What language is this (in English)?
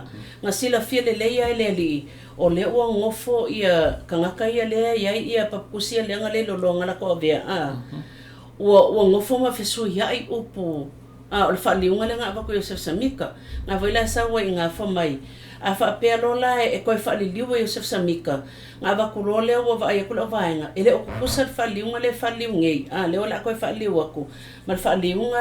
Samoan